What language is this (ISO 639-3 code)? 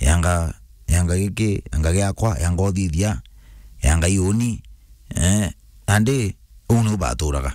mer